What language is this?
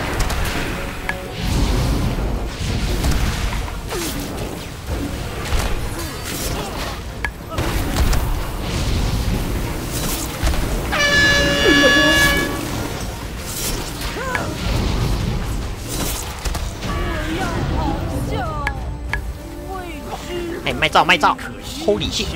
Chinese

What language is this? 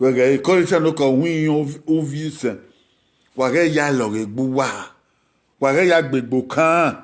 Bini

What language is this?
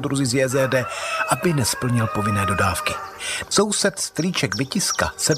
Czech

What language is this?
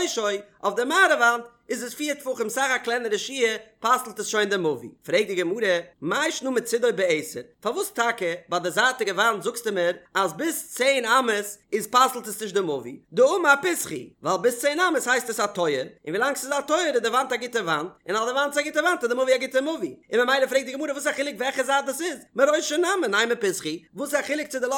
Yiddish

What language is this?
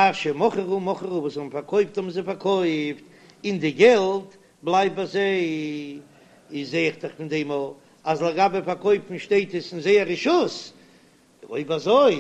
Yiddish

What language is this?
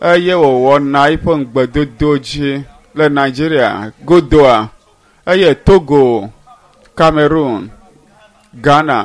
Ewe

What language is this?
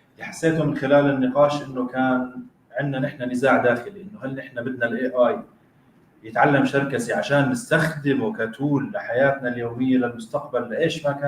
North Levantine Arabic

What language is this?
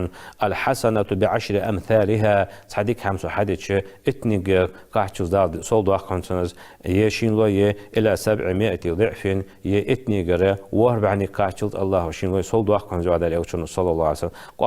Ingush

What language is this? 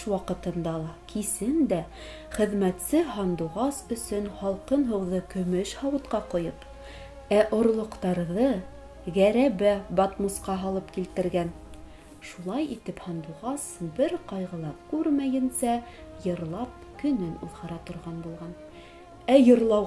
Bashkir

